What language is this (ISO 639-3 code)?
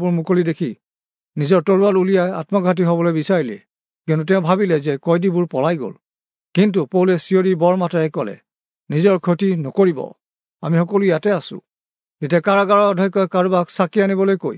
asm